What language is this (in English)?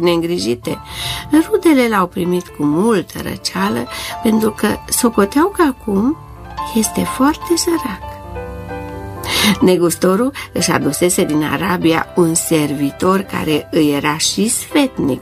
Romanian